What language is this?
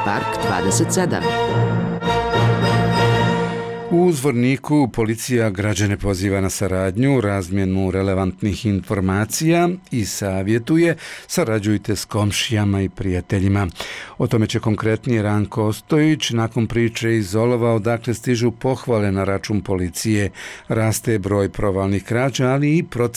Bosnian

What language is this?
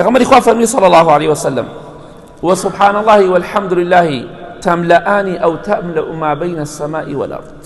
Central Kurdish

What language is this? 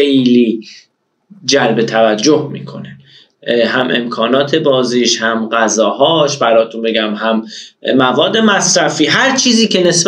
Persian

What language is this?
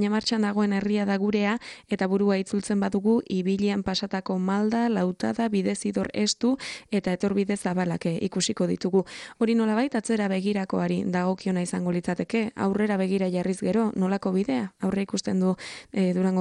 Basque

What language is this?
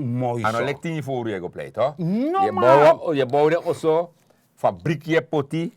Sranan Tongo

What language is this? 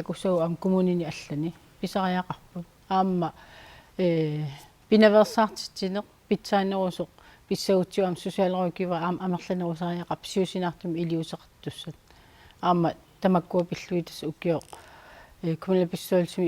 Kalaallisut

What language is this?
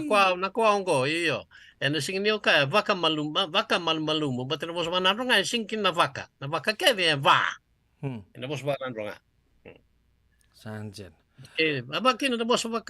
Fijian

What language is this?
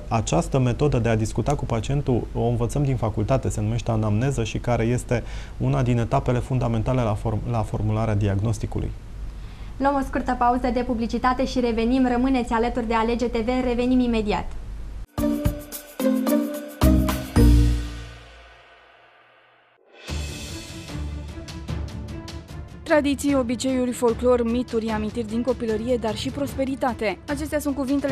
Romanian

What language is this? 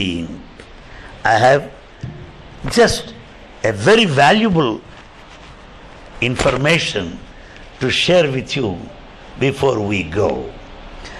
English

